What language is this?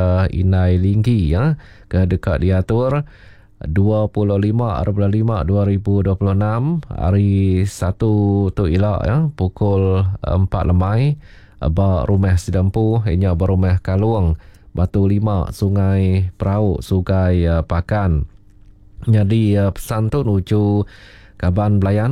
Iban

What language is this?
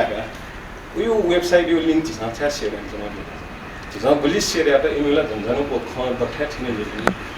Newari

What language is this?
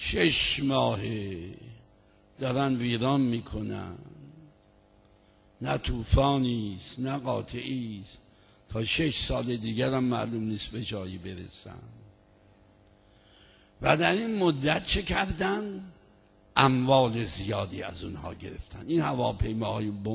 Persian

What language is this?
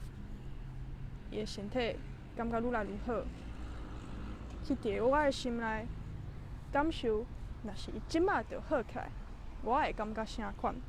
Min Nan Chinese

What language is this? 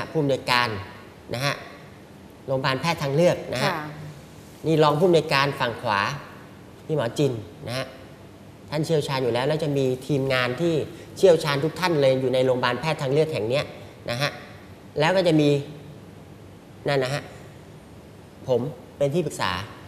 Thai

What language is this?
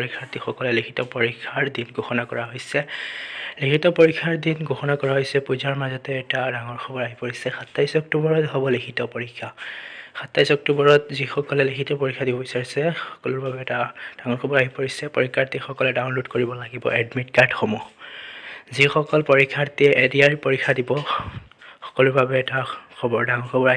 Assamese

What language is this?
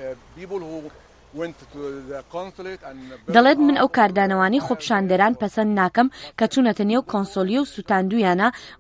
Central Kurdish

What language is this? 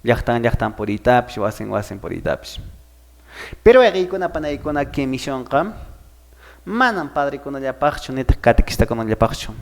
Quechua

